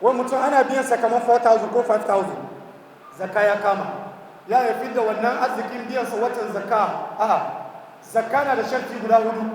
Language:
Hausa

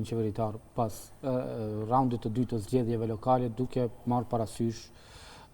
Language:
Albanian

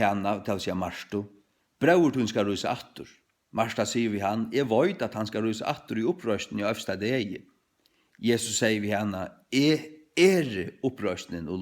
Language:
Faroese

